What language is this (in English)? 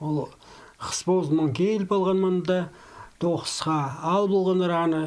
Khakas